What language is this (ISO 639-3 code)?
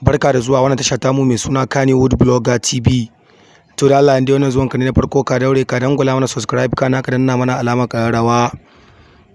hau